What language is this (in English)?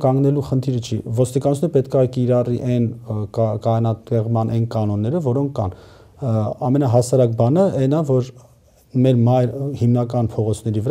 Armenian